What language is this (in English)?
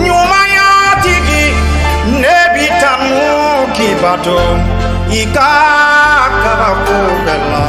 Bambara